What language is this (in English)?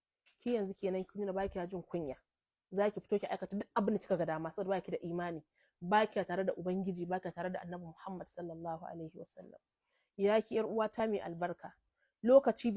Hausa